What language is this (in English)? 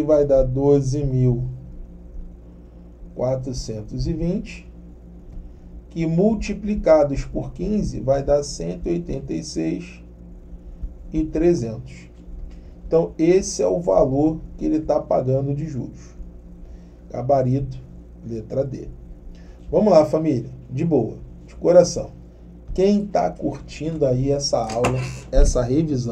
Portuguese